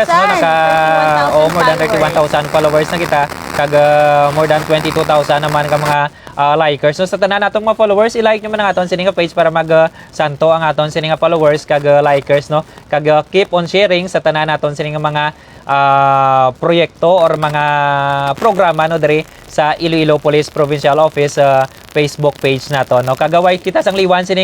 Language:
Hiligaynon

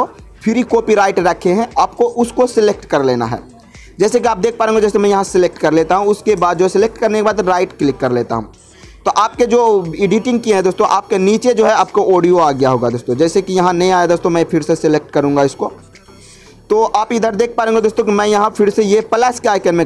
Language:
Hindi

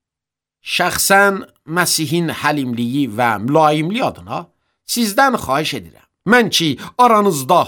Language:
Azerbaijani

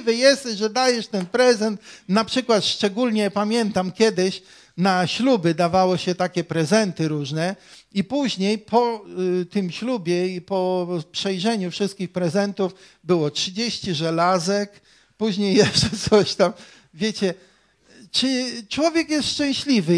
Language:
Polish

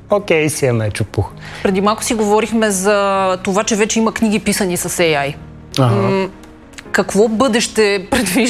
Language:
Bulgarian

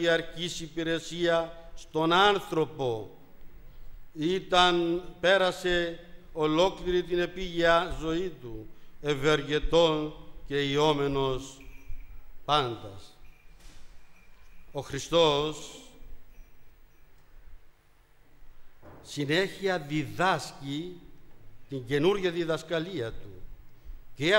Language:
Greek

